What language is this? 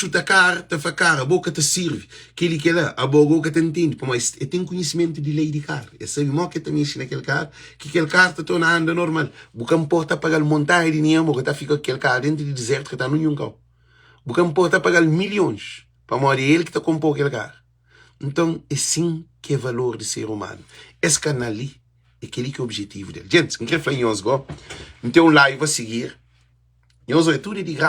Kabuverdianu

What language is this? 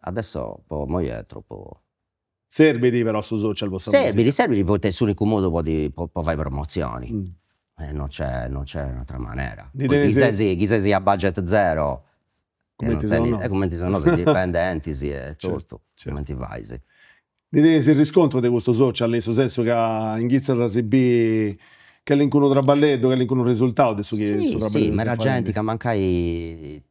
Sardinian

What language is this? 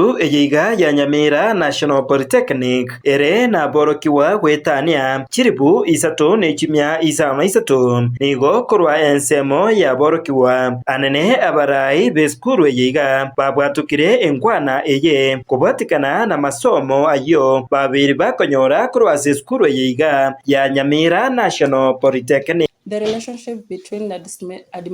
Gusii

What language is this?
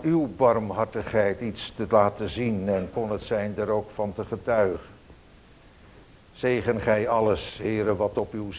Dutch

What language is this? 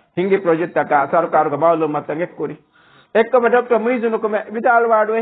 Divehi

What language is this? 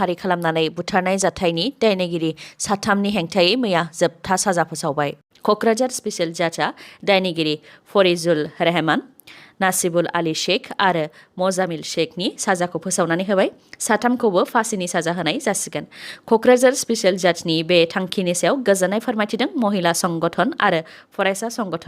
Bodo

